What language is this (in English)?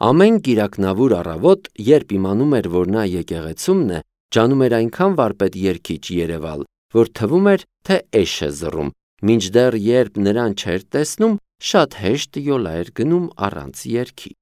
Armenian